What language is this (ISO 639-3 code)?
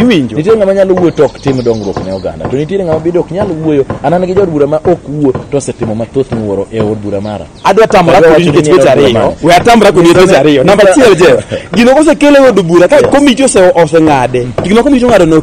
luo